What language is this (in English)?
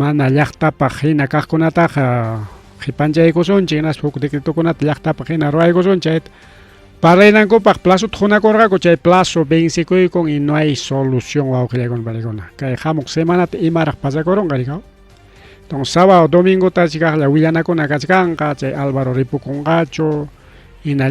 Ayacucho Quechua